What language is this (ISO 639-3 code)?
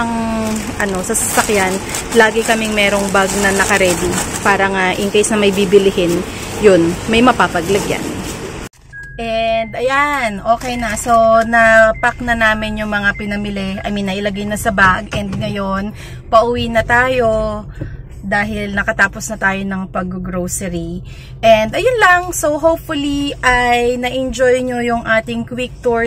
fil